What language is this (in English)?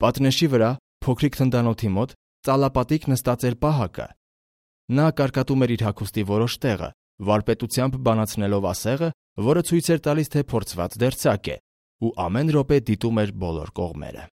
Armenian